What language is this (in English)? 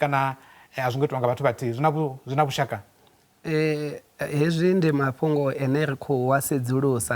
Venda